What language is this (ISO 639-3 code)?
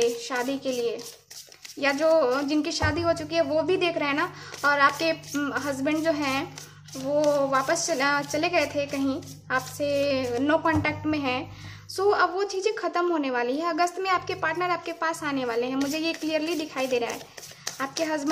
hin